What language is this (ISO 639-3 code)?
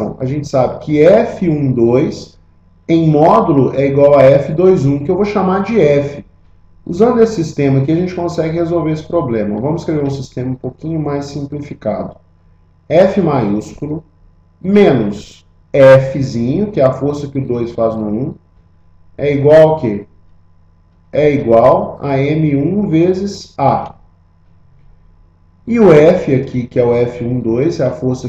por